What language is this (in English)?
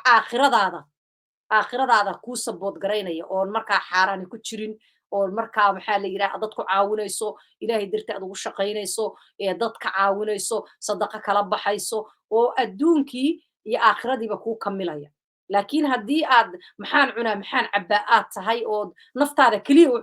Somali